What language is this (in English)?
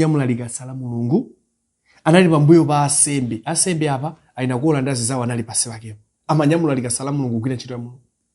Nyanja